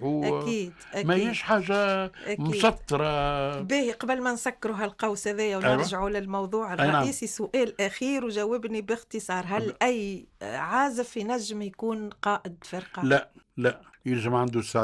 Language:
Tunisian Arabic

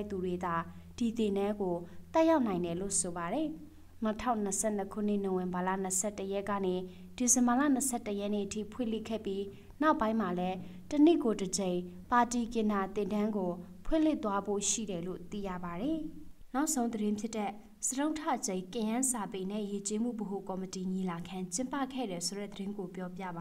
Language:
Burmese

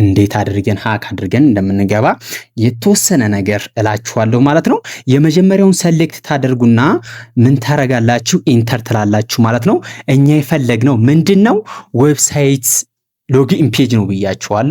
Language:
Amharic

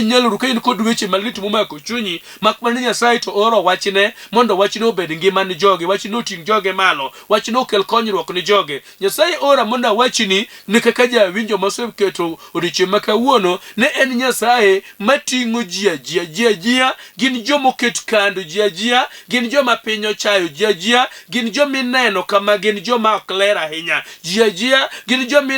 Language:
Luo (Kenya and Tanzania)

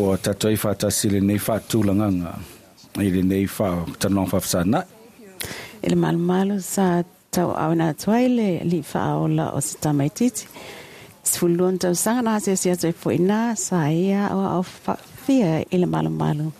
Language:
Samoan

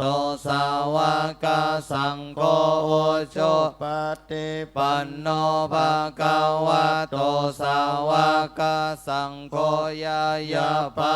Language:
Pali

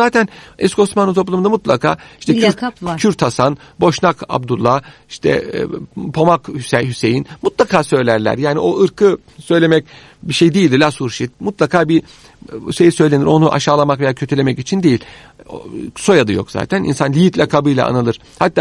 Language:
Turkish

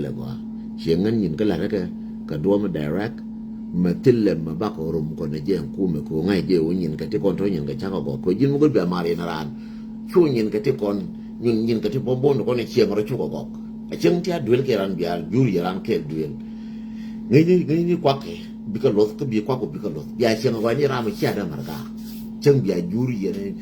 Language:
Nuer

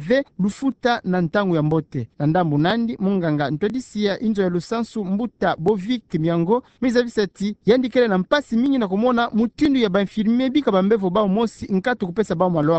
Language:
Kituba (Democratic Republic of Congo)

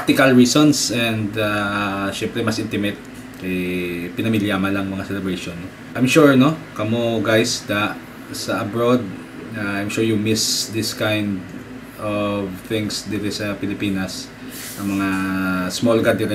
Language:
Hiligaynon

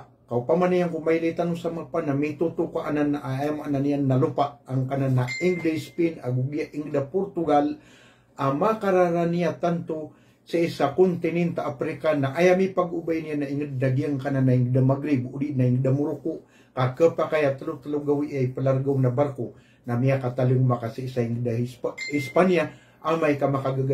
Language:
Maranao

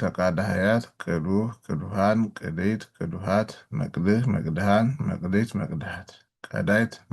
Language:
Amharic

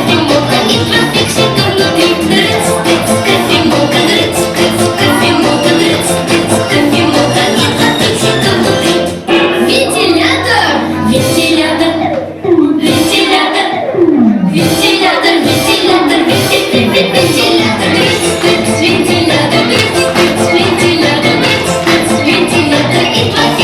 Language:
Yakut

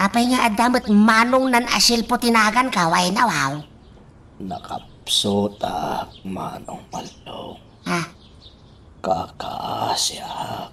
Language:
Iloko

